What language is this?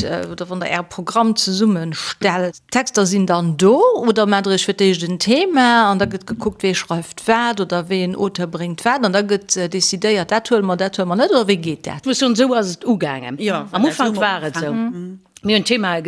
Luxembourgish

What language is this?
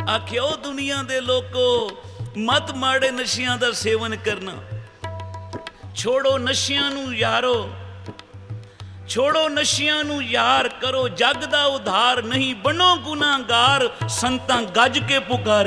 Punjabi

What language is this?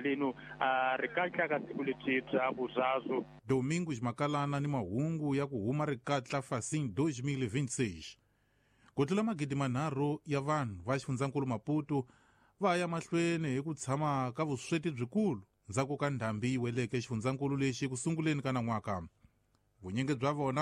Tsonga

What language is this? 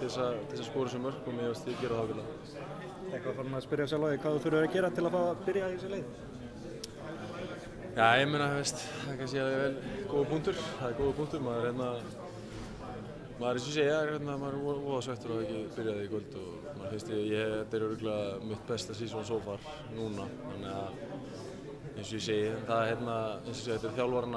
Icelandic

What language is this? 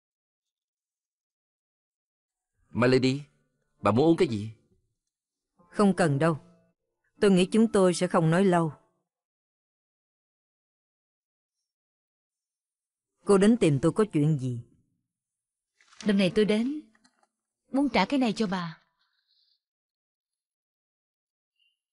Vietnamese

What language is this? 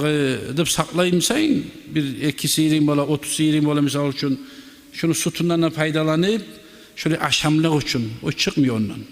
Kumyk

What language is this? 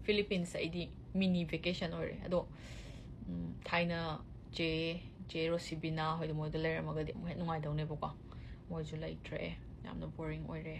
Manipuri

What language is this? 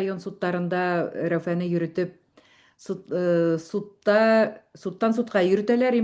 Bashkir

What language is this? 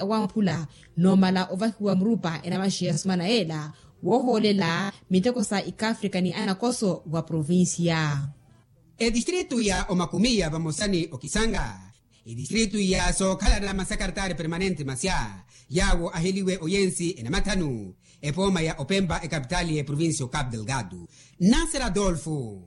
Makhuwa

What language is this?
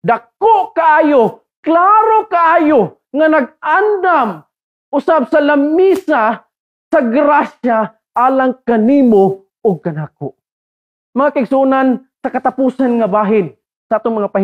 Cebuano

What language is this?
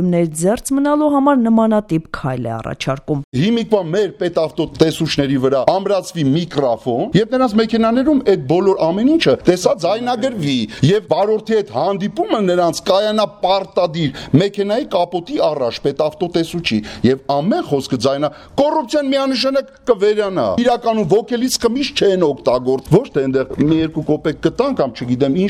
Armenian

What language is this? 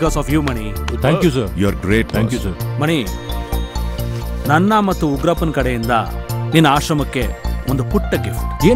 Kannada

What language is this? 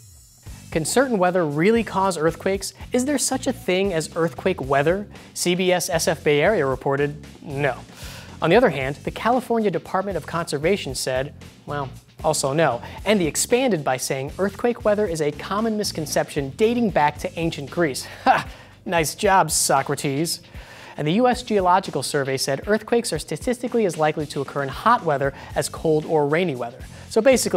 English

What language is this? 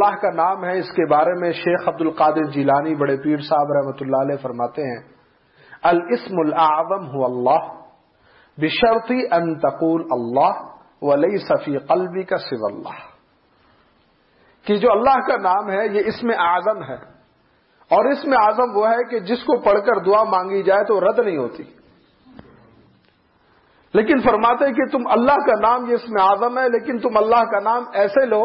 Urdu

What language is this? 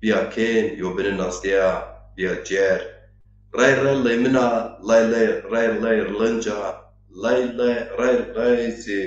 Zaza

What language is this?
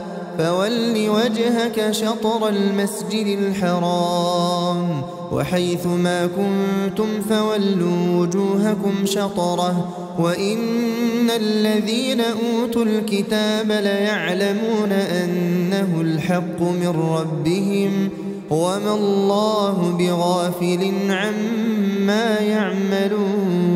Arabic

